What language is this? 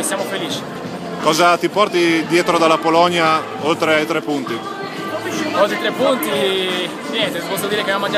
Italian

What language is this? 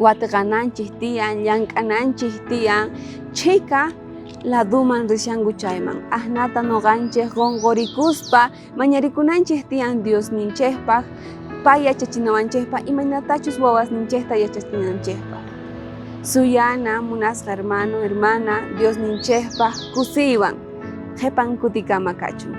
South Bolivian Quechua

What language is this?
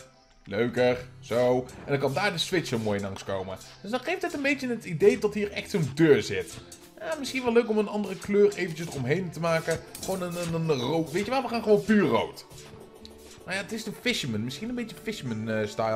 Dutch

